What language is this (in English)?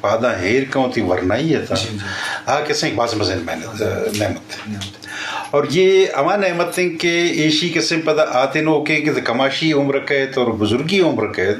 Eastern Balochi